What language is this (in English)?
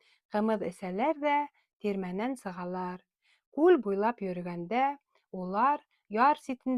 Bashkir